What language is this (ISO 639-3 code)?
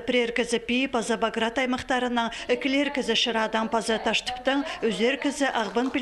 kjh